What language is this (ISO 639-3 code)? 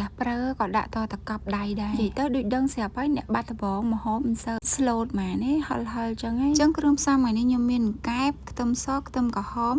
khm